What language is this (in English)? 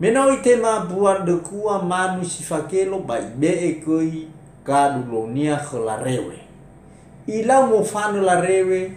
Nias